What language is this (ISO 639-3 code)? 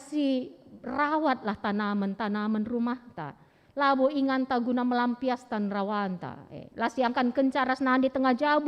btx